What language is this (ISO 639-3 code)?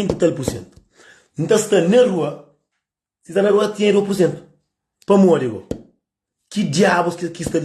kea